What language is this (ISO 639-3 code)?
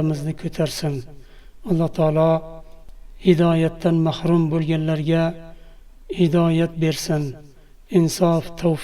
uzb